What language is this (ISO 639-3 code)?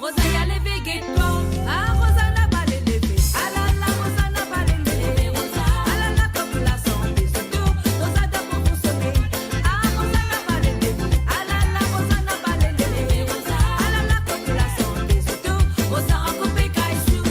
mfe